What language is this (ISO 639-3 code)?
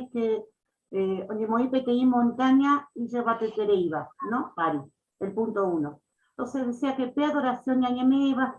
grn